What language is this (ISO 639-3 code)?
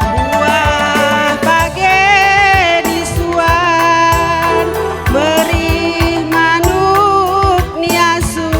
btx